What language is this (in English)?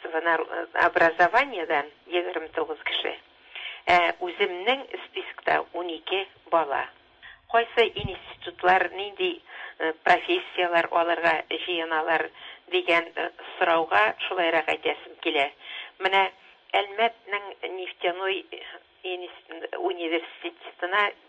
Tatar